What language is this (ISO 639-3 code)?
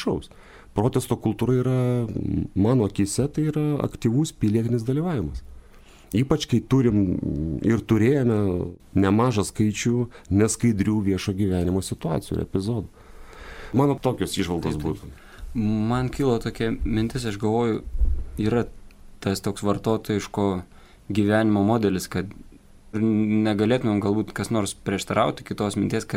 lit